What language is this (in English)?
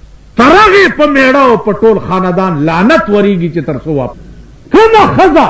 Pashto